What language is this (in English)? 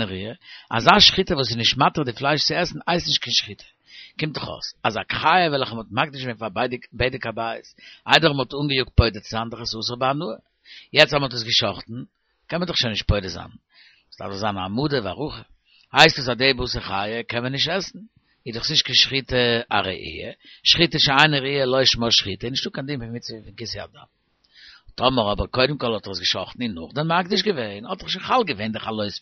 Yiddish